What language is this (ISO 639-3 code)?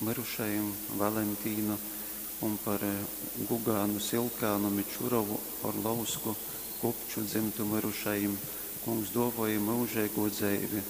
ltg